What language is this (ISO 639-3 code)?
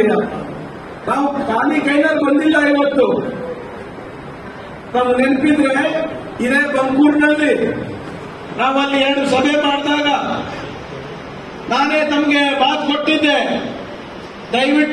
kan